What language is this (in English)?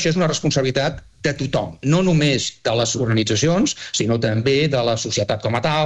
Catalan